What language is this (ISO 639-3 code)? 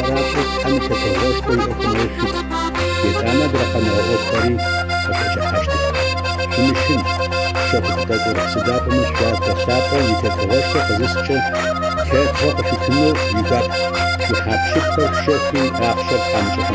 ady